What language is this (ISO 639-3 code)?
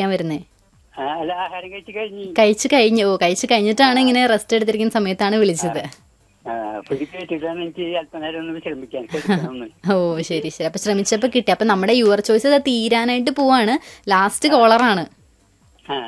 mal